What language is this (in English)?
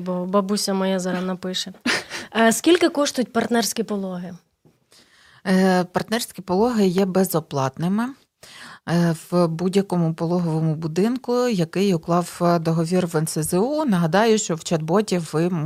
Ukrainian